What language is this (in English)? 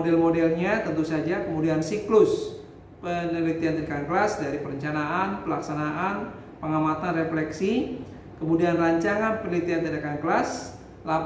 Indonesian